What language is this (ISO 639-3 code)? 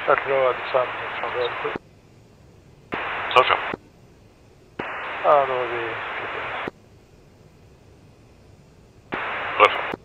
swe